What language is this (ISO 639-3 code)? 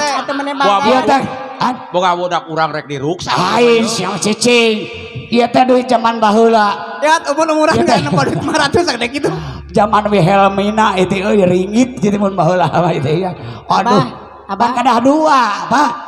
sun